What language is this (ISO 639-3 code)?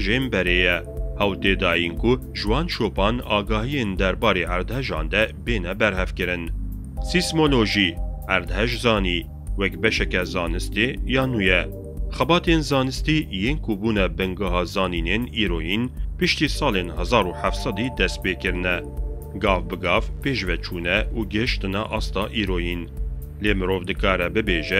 kur